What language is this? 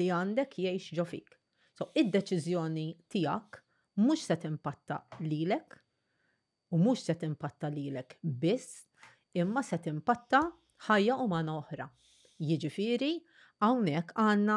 Maltese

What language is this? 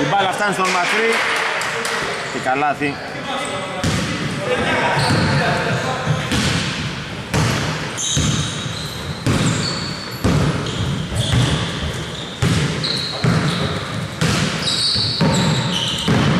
Greek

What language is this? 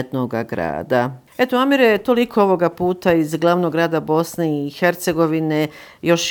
Bosnian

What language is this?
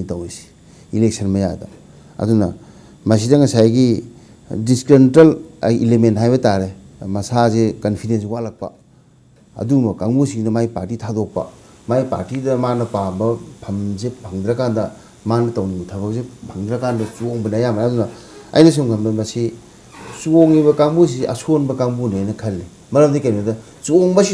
Manipuri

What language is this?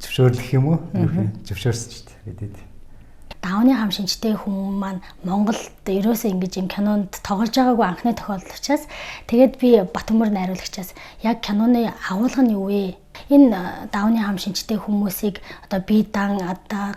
Mongolian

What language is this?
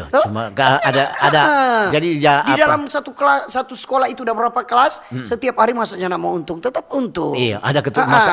Manado Malay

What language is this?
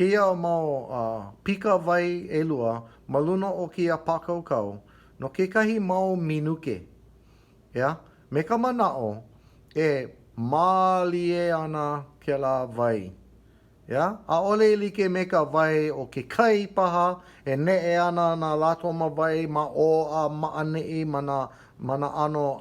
Hawaiian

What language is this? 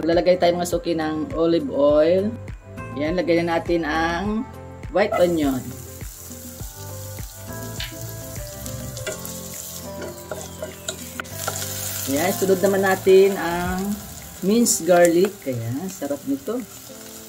Filipino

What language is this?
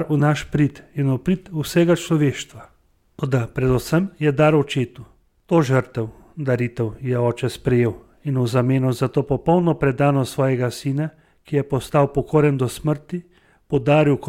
Slovenian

